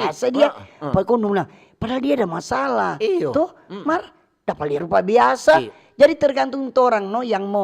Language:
Manado Malay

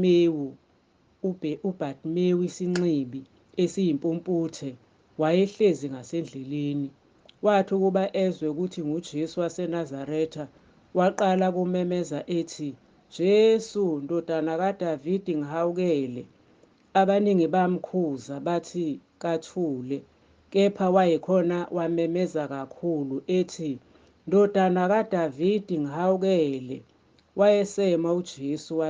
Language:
Zulu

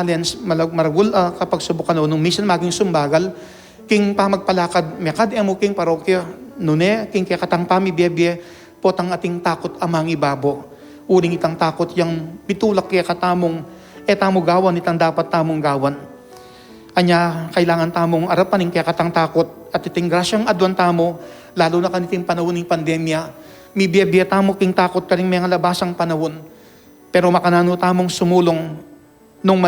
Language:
Pampanga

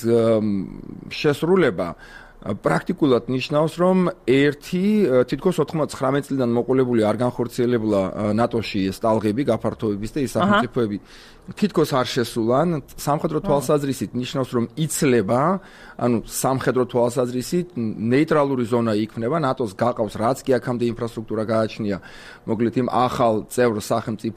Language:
Georgian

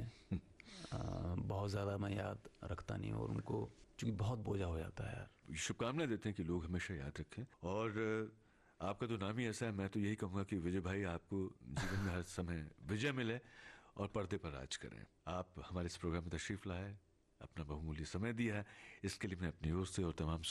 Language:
Hindi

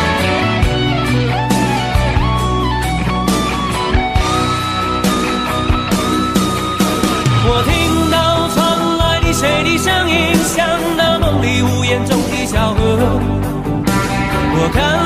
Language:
Chinese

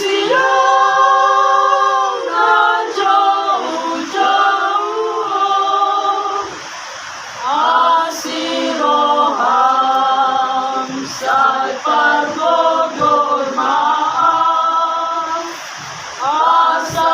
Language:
Batak Toba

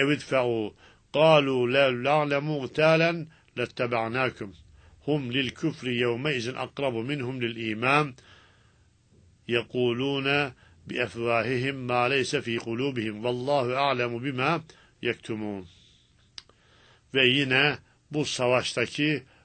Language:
Turkish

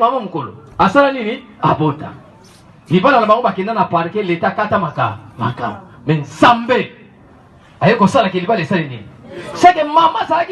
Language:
Lingala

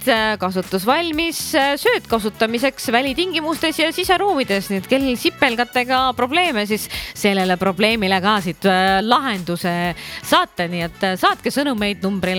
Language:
Estonian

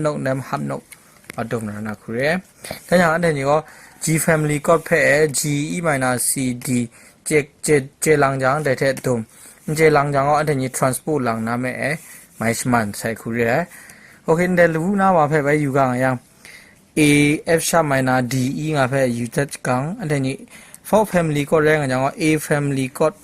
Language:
Kachin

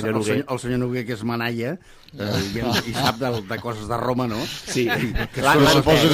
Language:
Catalan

